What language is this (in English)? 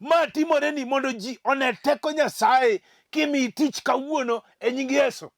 Luo (Kenya and Tanzania)